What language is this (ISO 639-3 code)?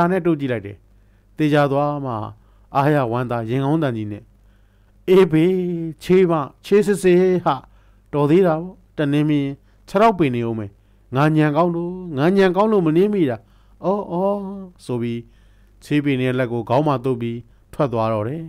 mya